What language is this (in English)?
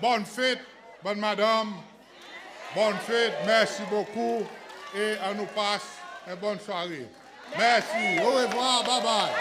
Seselwa Creole French